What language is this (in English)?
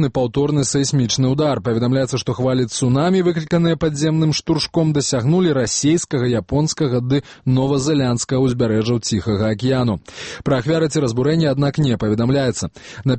Belarusian